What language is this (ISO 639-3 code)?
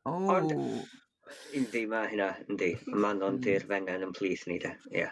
cym